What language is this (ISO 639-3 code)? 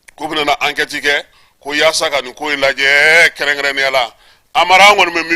bam